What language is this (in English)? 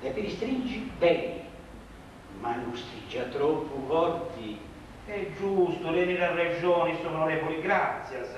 Sardinian